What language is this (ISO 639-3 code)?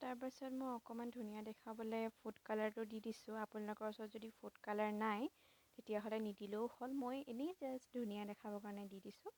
asm